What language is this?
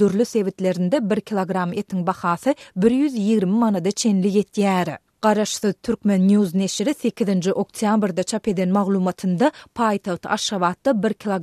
Turkmen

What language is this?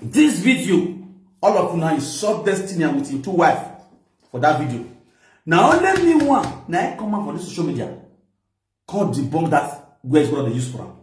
Nigerian Pidgin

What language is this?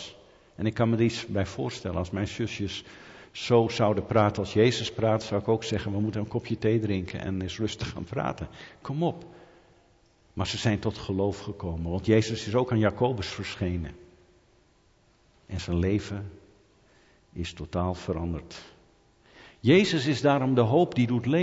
Dutch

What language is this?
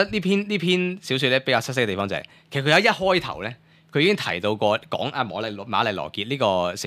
Cantonese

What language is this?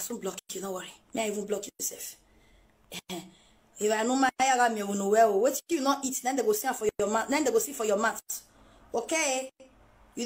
Nigerian Pidgin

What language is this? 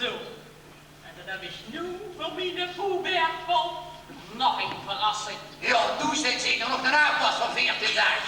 Limburgish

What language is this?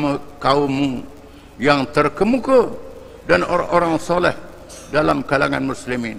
Malay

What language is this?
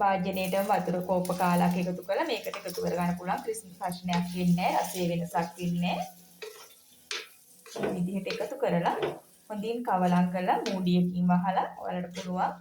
Sinhala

